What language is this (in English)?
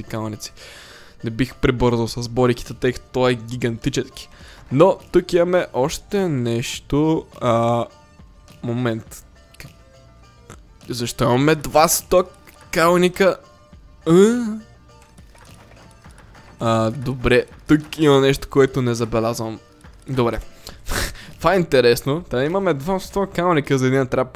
Bulgarian